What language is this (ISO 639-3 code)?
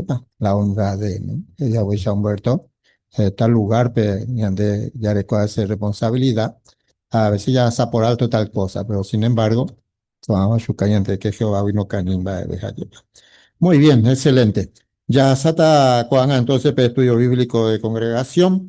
grn